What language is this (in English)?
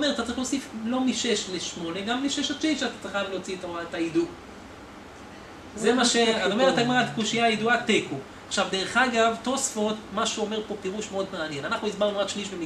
Hebrew